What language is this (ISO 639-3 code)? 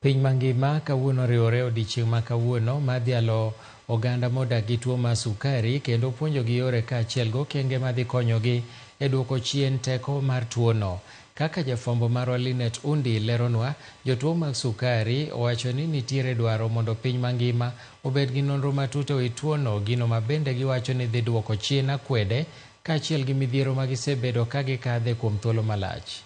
luo